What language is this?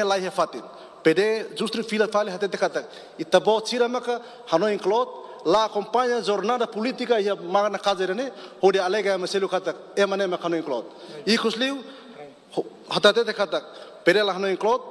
Tetum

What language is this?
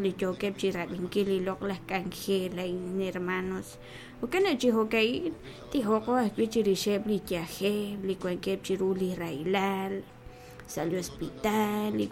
Kekchí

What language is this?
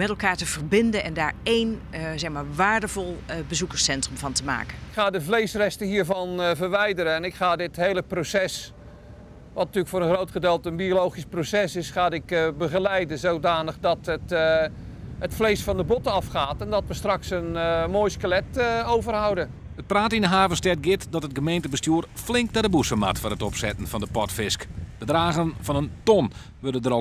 Western Frisian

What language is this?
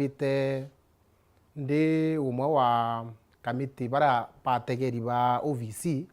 Meru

